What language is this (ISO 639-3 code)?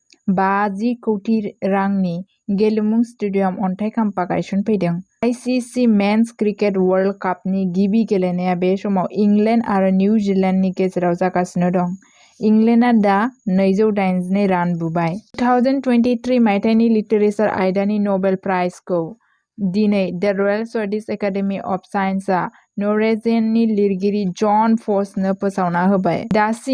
brx